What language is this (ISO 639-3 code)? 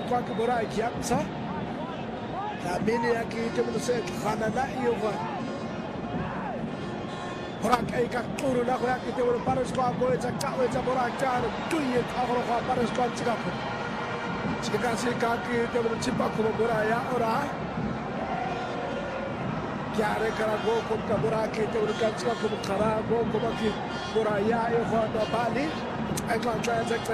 swa